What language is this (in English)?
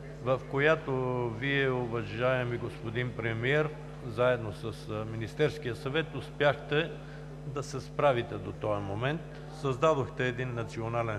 Bulgarian